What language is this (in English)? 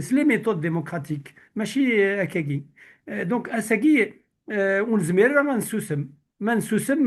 Kabyle